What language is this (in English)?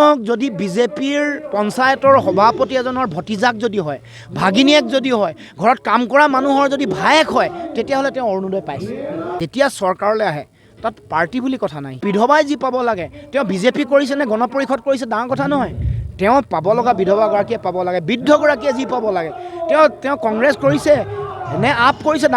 Assamese